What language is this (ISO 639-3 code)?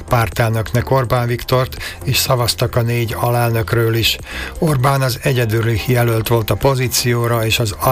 hun